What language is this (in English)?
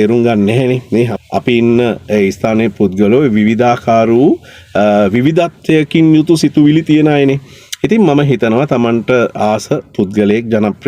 Sinhala